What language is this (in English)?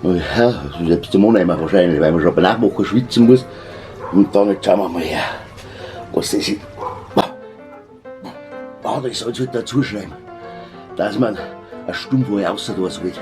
Bavarian